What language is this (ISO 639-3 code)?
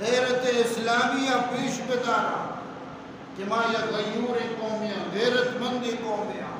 bal